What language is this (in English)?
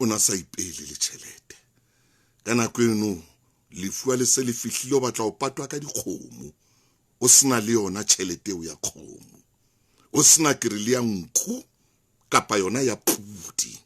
Southern Sotho